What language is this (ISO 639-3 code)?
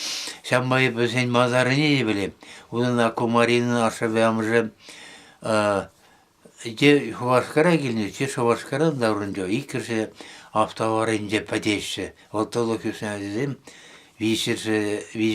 chv